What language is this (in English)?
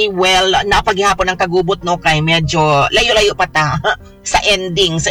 Cebuano